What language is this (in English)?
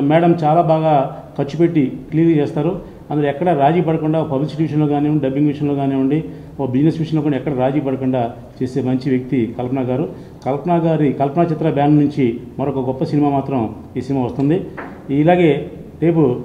Telugu